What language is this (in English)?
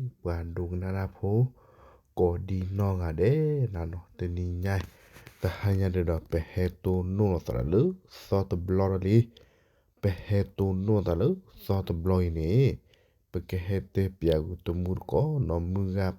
S'gaw Karen